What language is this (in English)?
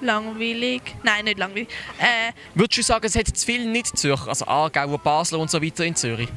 Swiss German